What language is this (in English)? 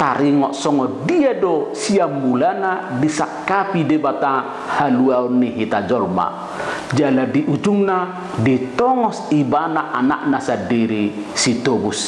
Batak Toba